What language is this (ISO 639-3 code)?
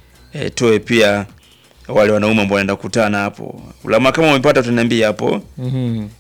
swa